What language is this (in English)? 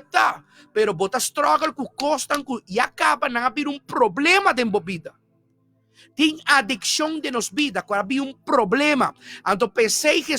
Papiamento